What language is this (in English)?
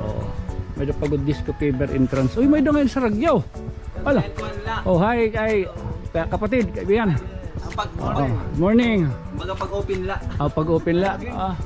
Waray